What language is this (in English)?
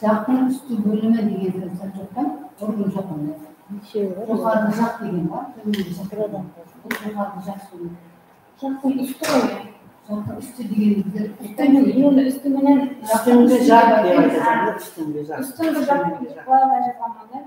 Kara-Kalpak